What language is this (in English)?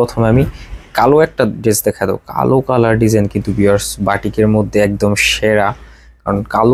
Bangla